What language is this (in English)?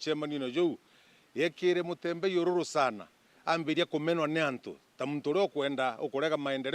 Meru